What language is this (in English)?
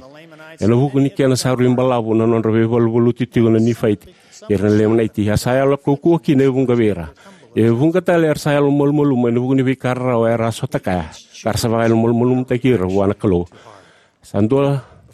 Fijian